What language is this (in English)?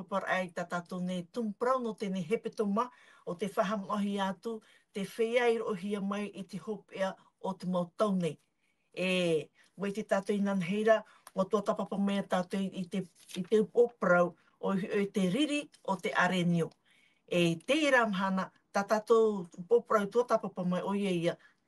Tahitian